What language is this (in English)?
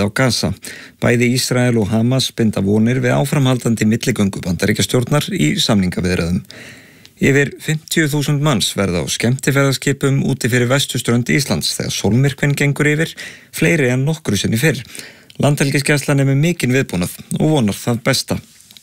Icelandic